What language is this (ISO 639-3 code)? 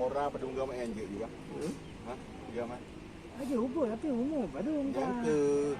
ace